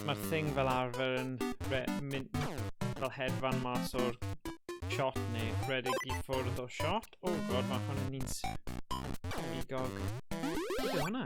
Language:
Welsh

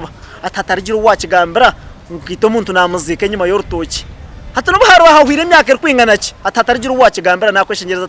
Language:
Nyankole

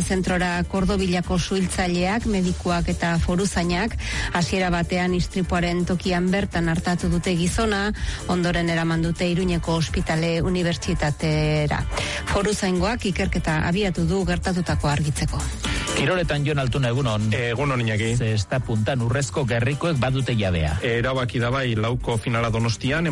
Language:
Basque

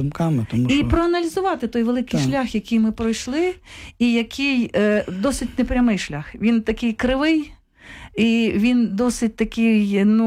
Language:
Ukrainian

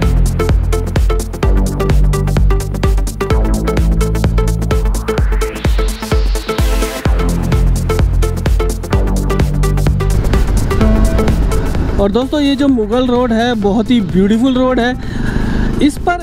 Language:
Hindi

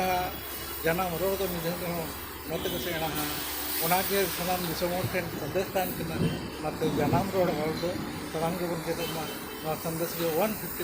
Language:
Santali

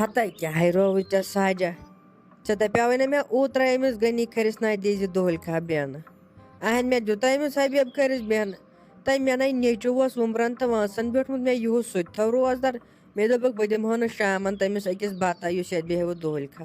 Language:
Kashmiri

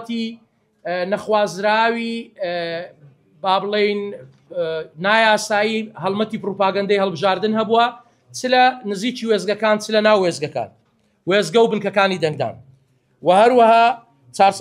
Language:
Central Kurdish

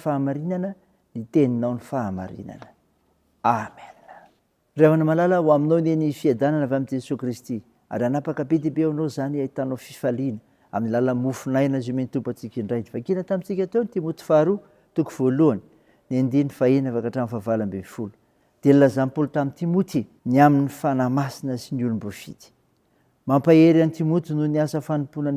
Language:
Malagasy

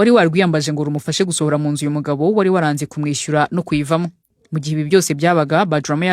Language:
Kinyarwanda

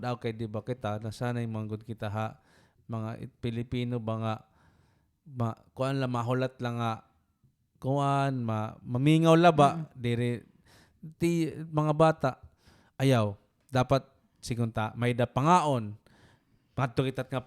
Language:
Waray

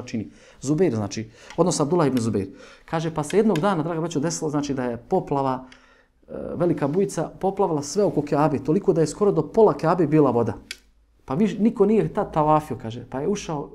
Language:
Bosnian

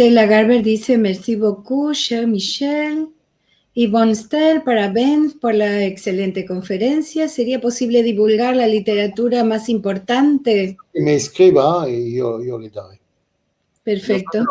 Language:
Ladino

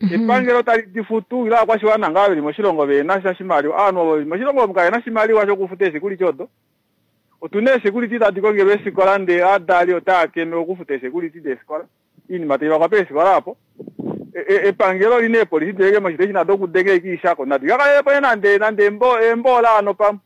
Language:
Kuanyama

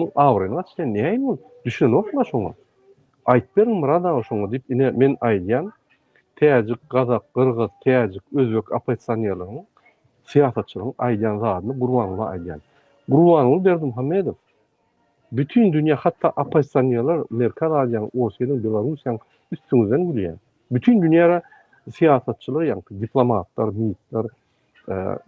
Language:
Turkmen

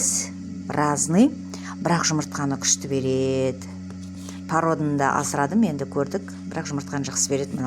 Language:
Kazakh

